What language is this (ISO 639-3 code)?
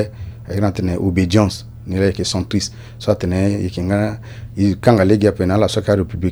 sag